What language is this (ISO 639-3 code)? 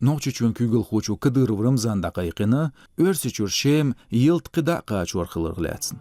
che